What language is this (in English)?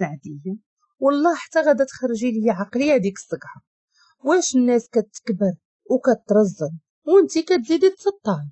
Moroccan Arabic